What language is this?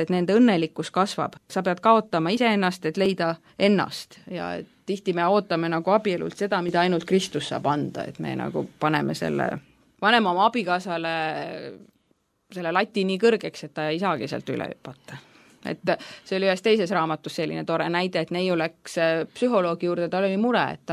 Estonian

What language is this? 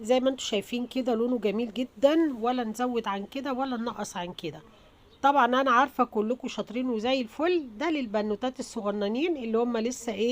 Egyptian Arabic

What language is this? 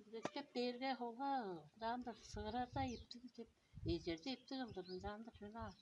Tuvinian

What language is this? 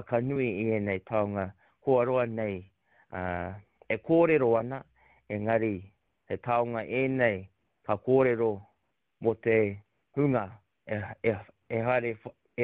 Māori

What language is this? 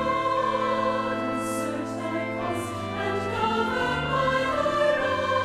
Tahitian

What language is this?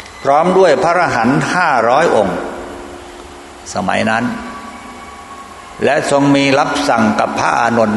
Thai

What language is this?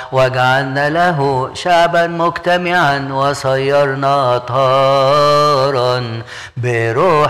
Arabic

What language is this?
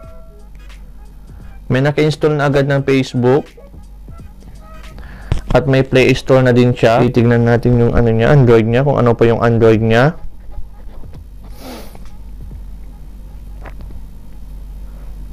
Filipino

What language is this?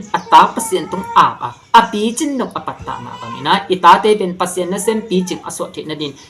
Tedim Chin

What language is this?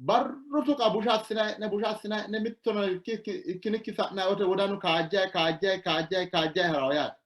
Sidamo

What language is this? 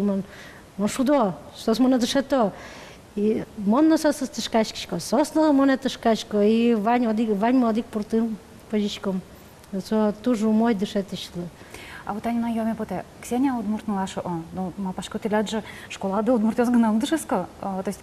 Udmurt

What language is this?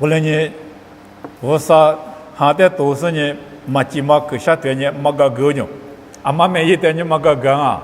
Lisu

